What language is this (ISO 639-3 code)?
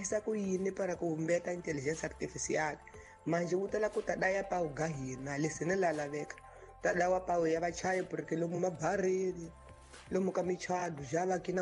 tso